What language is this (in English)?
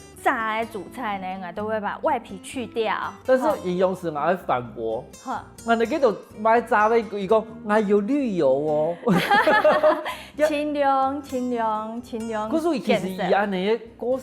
Hakka Chinese